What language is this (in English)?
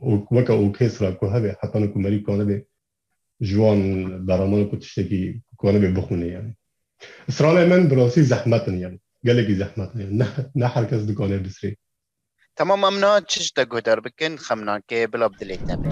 Kurdish